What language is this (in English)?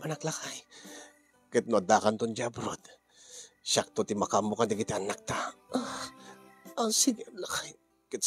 Iloko